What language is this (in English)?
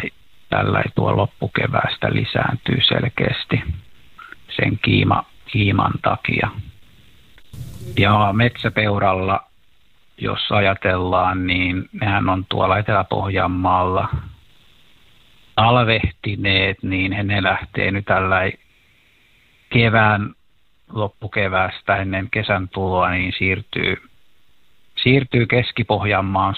Finnish